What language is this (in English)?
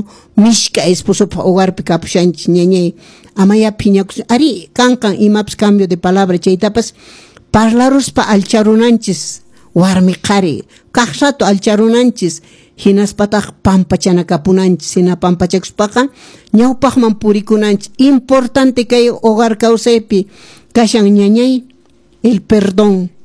Quechua